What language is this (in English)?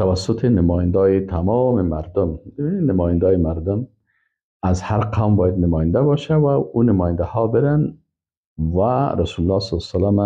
Persian